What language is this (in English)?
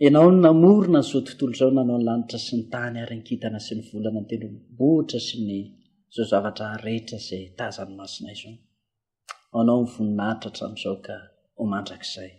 Malagasy